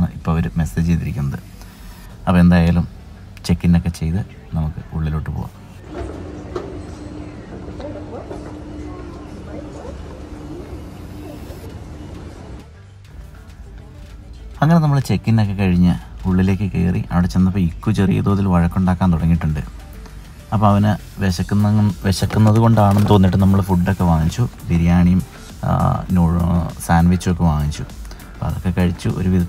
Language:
Malayalam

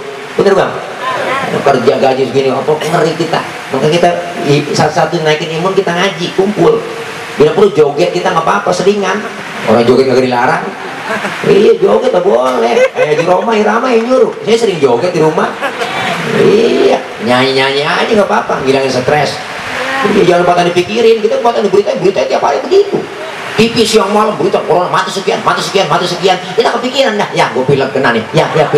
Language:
Betawi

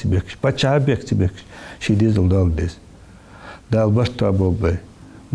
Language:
Ingush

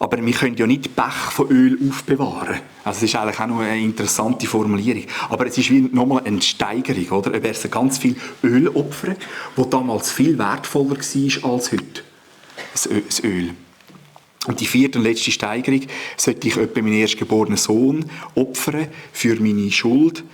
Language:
Swiss German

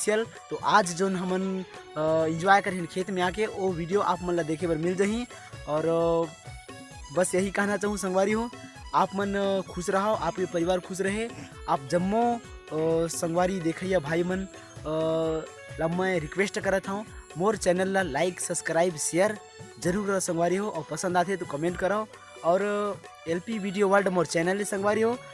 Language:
Chhattisgarhi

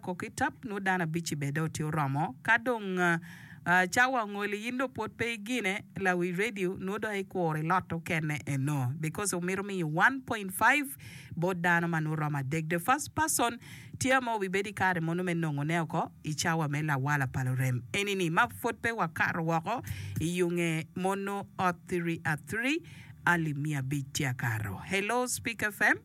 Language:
Acoli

